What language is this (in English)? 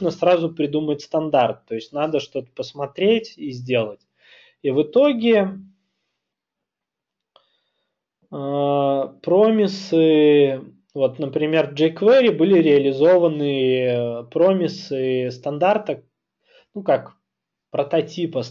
Russian